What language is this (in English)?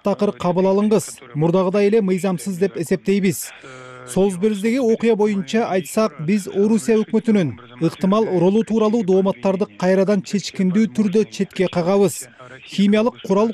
Kyrgyz